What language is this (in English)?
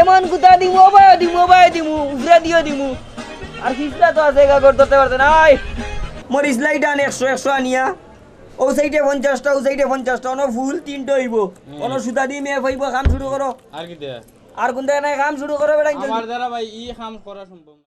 Sylheti